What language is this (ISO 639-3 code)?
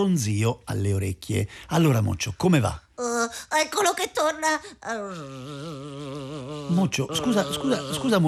ita